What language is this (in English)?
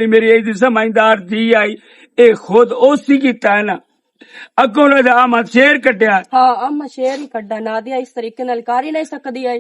Western Panjabi